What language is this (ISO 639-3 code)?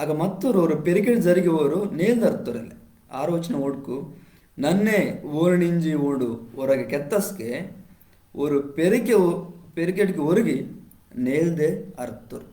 kff